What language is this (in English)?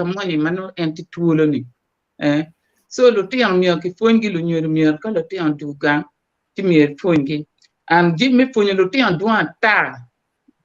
Acoli